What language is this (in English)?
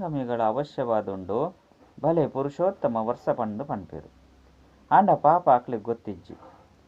Tulu